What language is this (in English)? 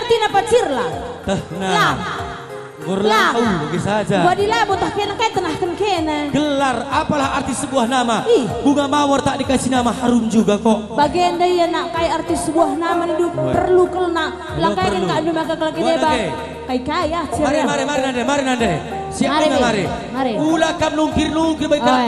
Batak Karo